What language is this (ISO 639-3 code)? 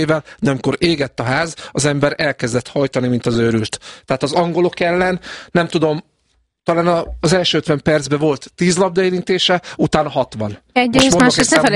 hun